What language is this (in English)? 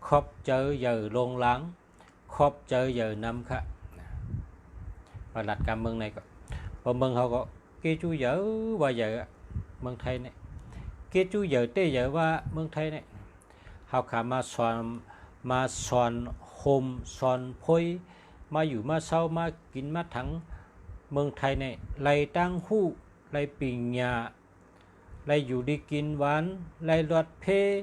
Shan